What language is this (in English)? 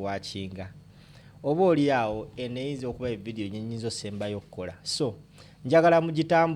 Ganda